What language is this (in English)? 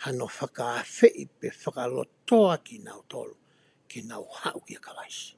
Tongan